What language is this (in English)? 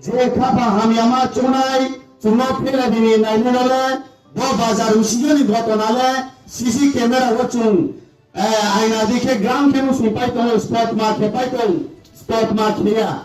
Riang (India)